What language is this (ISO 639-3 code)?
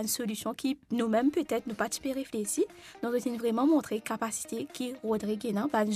mfe